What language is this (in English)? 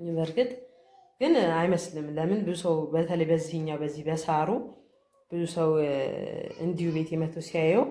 Amharic